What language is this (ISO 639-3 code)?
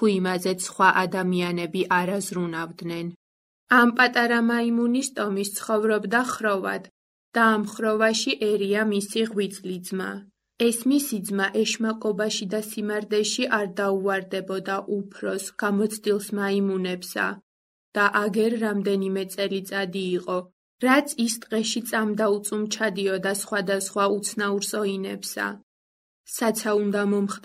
kat